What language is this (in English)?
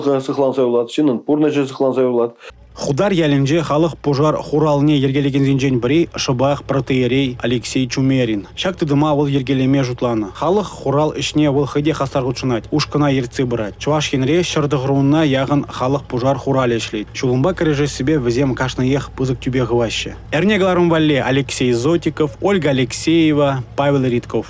Chuvash